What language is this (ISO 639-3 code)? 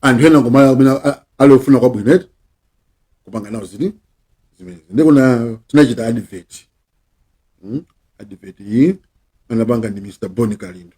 nya